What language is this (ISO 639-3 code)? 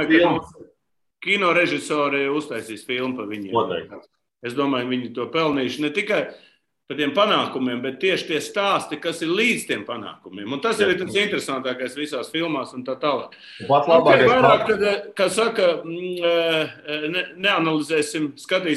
lav